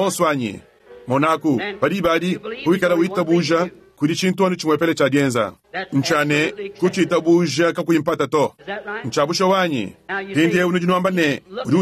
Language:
Luba-Lulua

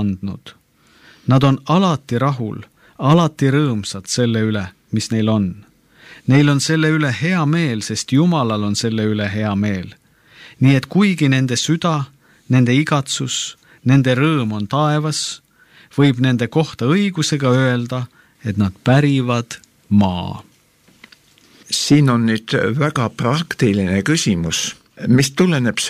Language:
Estonian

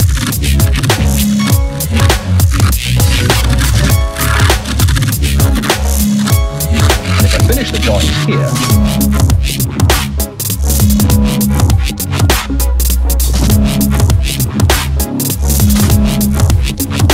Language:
English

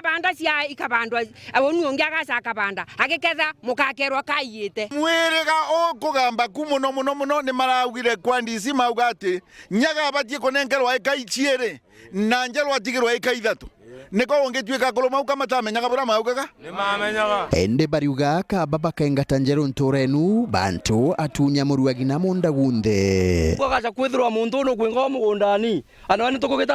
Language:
Meru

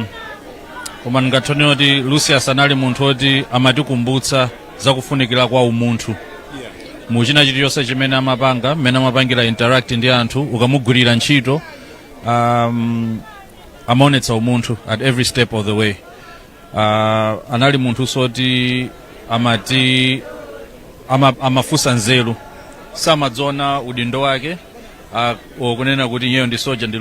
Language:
Nyanja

